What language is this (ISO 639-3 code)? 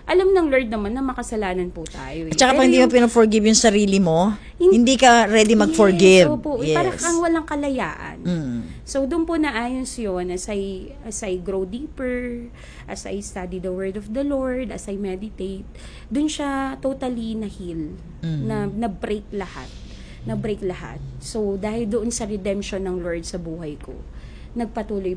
fil